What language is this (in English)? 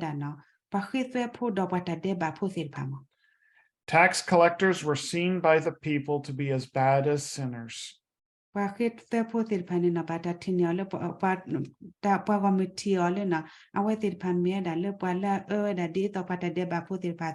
S'gaw Karen